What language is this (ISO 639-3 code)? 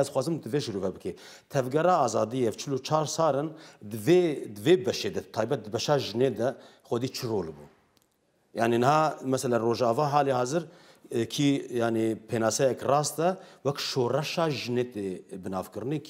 kur